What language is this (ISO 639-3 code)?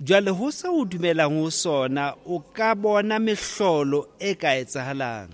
sot